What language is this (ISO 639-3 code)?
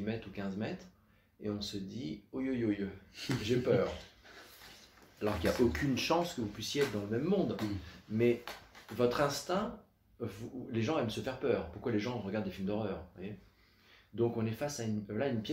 fra